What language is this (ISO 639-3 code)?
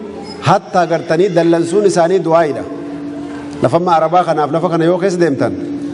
orm